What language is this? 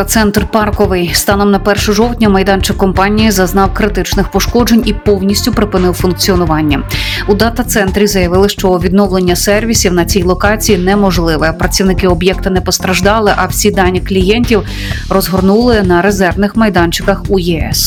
Ukrainian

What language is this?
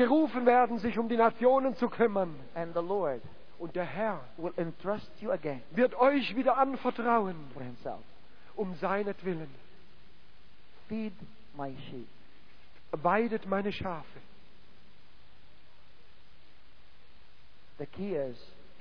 German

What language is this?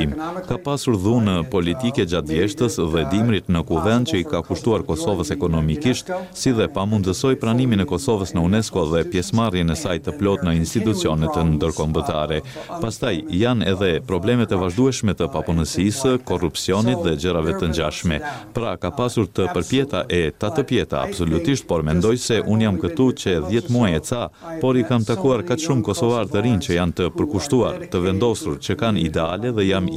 Albanian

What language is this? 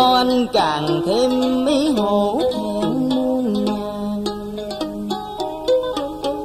Vietnamese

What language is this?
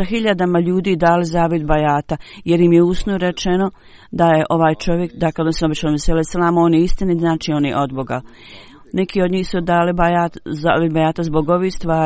Bosnian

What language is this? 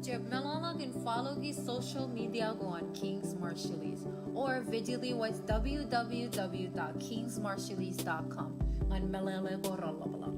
Marshallese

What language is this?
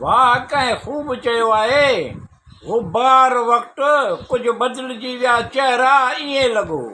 Sindhi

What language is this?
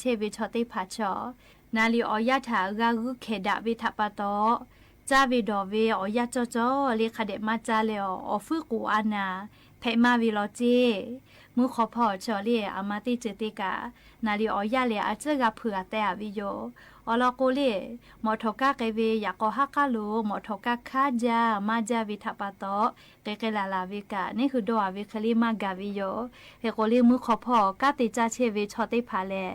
Lahu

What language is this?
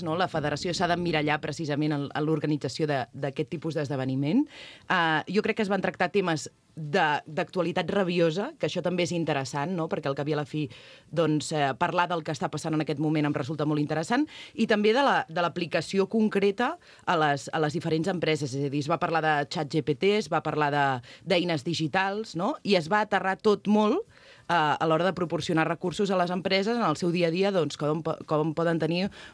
Catalan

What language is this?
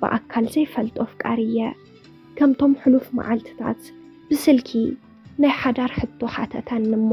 Tigrinya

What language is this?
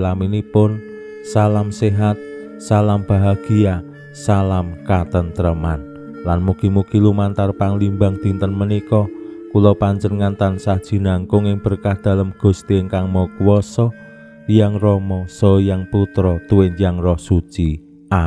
Javanese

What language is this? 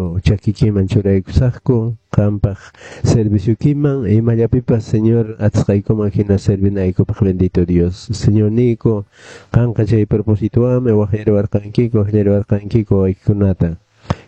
Quechua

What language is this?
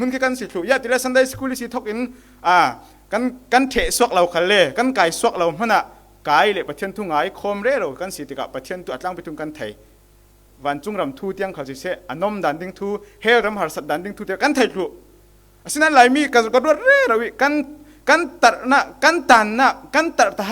Falam Chin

